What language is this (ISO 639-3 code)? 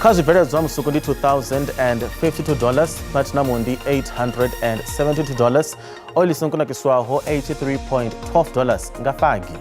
ven